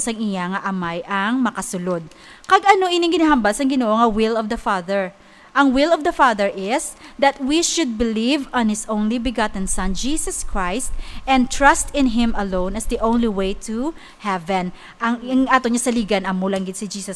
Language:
Hiligaynon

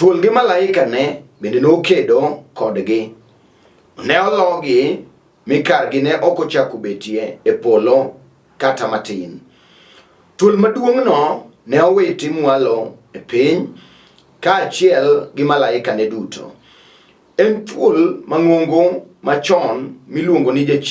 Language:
Luo (Kenya and Tanzania)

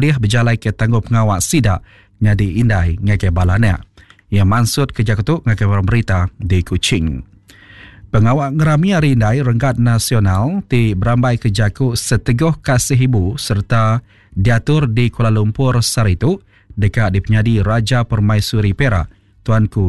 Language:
Iban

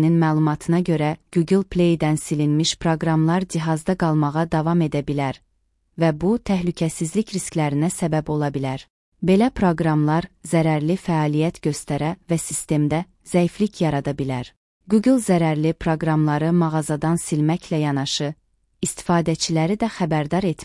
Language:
Azerbaijani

